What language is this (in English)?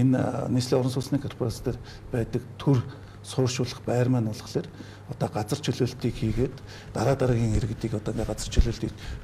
Mongolian